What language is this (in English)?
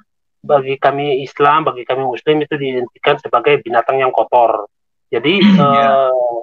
Indonesian